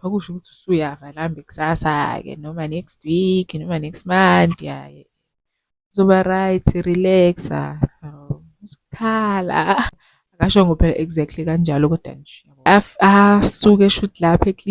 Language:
Zulu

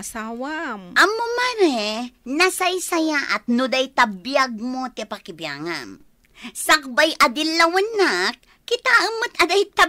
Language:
Iloko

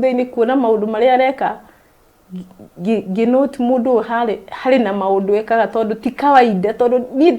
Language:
Kikuyu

